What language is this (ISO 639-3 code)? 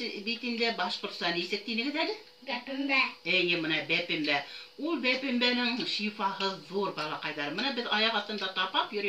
bak